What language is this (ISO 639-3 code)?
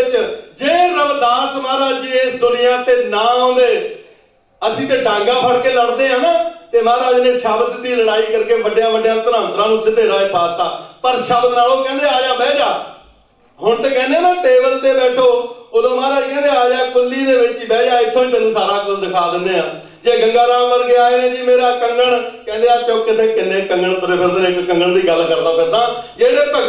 pan